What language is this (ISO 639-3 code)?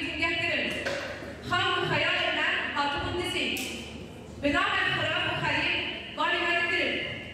kur